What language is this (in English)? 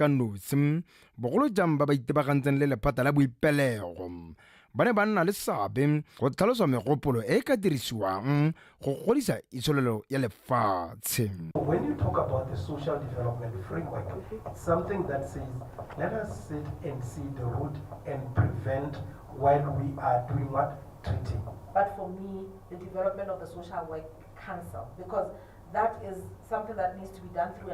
Tswana